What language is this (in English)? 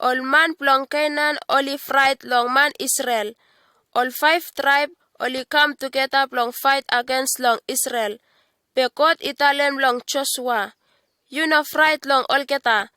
Bislama